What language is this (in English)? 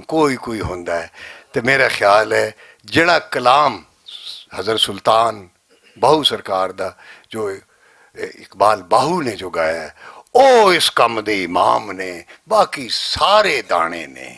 Western Panjabi